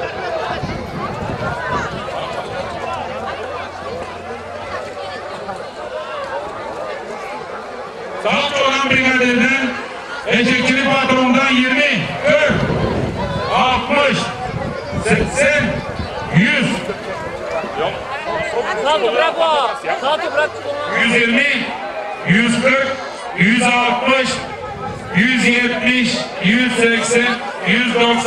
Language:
Turkish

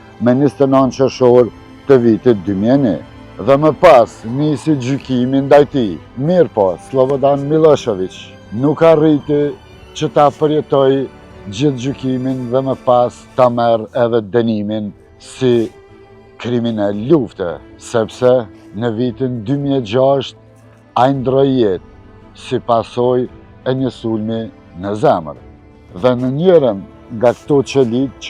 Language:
Albanian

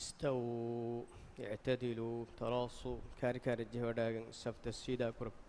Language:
Divehi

